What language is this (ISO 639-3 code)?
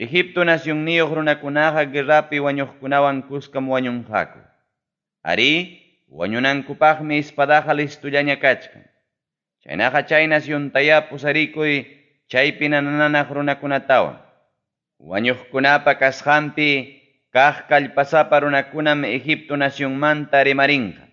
quy